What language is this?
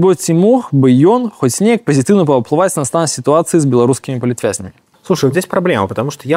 Belarusian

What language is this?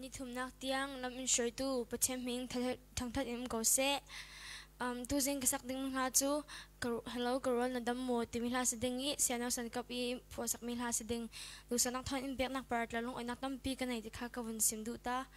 Falam Chin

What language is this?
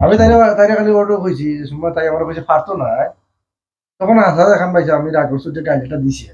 Sylheti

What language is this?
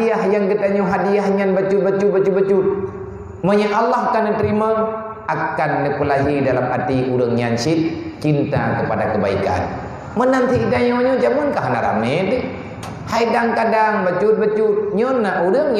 Achinese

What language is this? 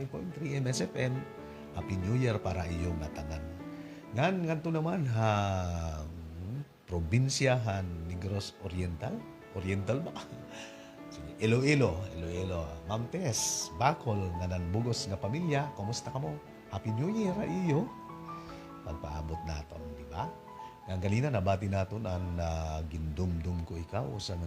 Waray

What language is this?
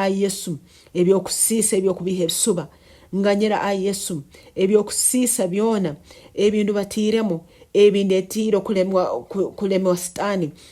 Nyankole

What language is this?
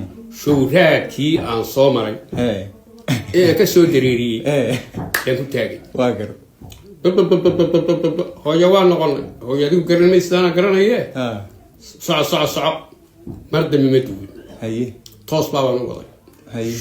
Somali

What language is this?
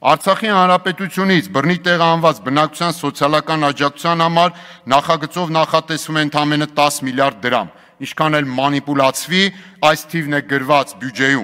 Armenian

